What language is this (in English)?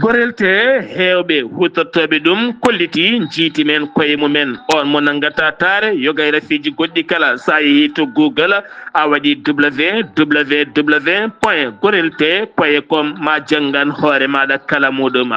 Fula